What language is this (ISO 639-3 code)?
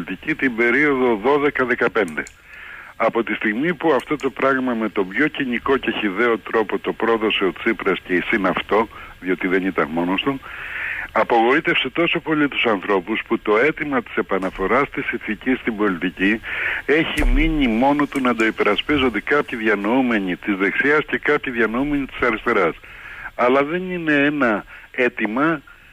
ell